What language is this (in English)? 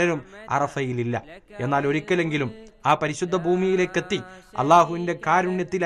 Malayalam